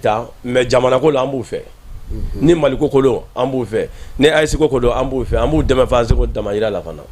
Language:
Bambara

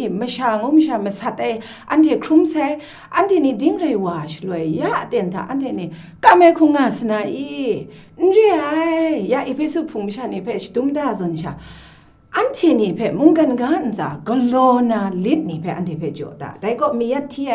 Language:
Kachin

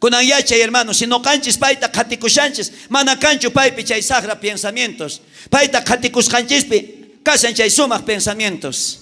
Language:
South Bolivian Quechua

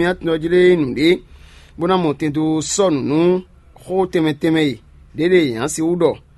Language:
Fon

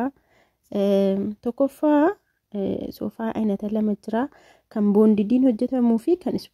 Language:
Oromo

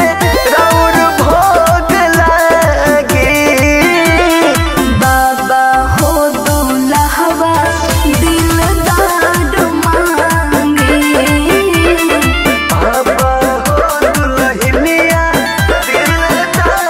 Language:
Bhojpuri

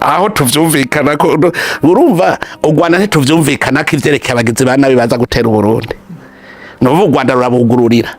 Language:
Rundi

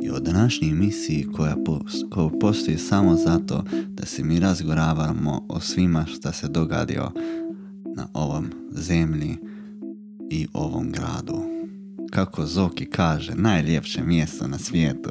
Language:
Slovenian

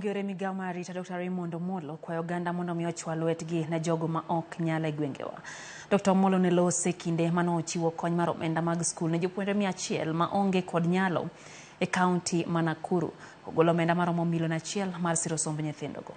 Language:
Luo (Kenya and Tanzania)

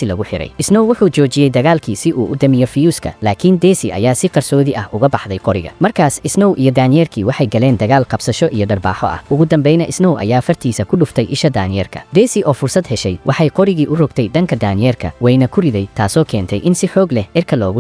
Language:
Somali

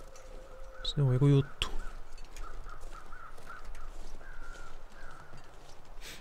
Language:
Finnish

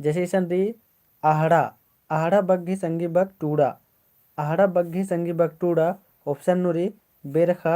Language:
Kurukh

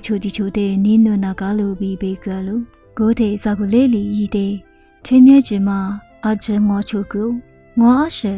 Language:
Lisu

